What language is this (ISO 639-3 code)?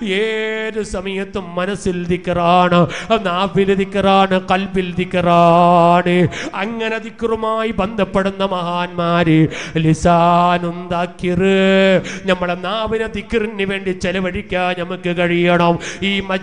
mal